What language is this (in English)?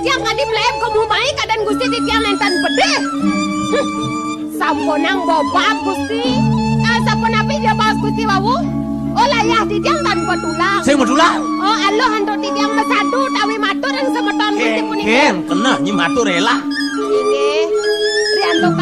Balinese